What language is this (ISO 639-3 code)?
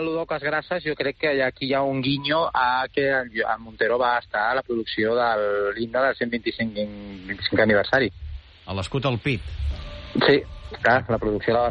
cat